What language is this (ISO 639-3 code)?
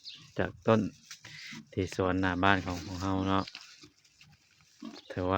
lao